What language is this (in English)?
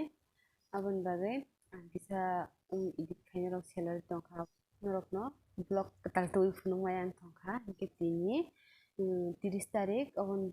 Kok Borok